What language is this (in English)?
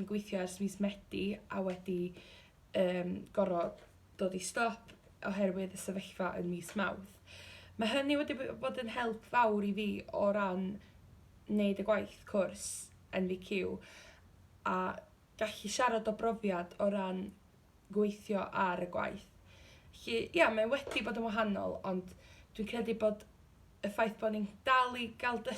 Welsh